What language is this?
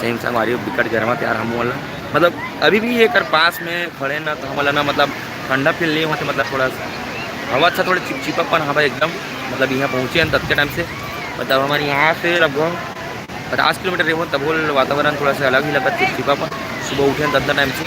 Chhattisgarhi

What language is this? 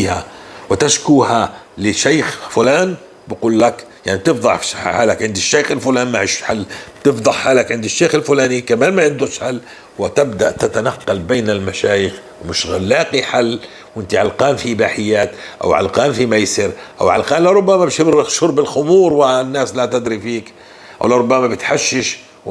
North Levantine Arabic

